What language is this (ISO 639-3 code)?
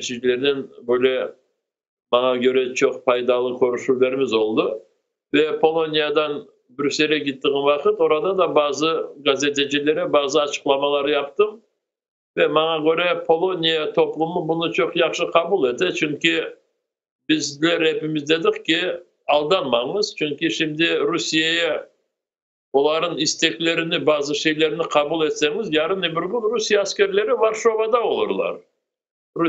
crh